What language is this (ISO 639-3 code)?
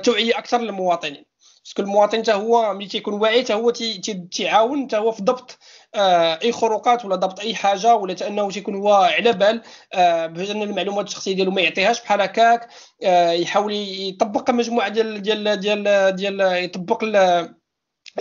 ary